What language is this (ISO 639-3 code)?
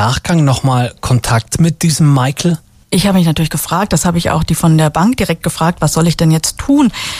deu